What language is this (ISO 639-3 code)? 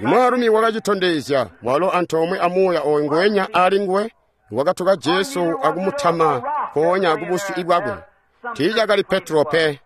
toi